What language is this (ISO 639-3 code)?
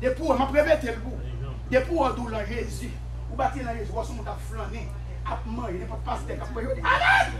hat